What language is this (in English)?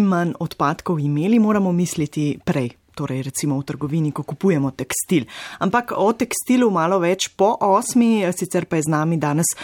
Slovenian